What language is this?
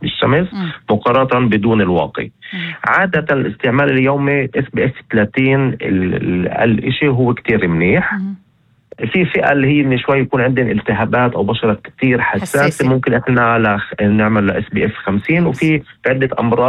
North Levantine Arabic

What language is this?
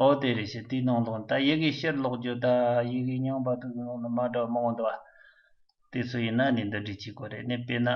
Tibetan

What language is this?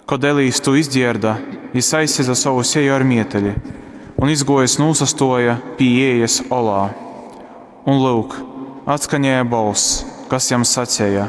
Latgalian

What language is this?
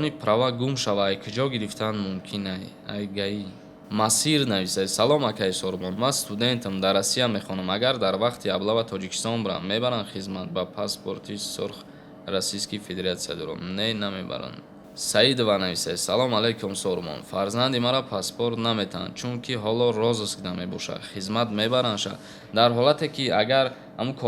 Tajik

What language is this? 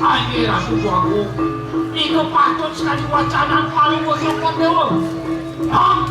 Balinese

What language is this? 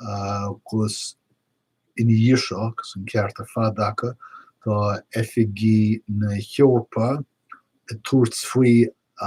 Irish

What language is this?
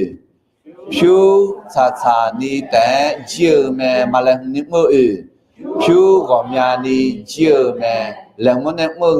Akha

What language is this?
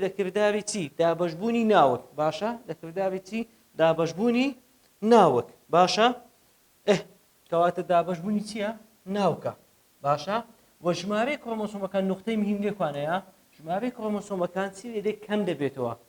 Central Kurdish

